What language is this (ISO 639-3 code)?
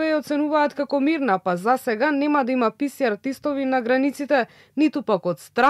mkd